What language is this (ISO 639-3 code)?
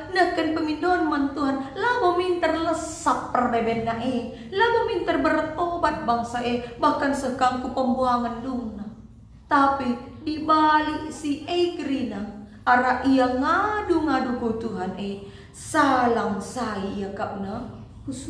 btx